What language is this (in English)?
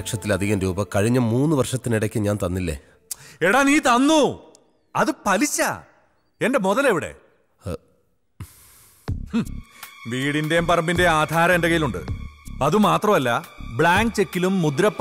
Malayalam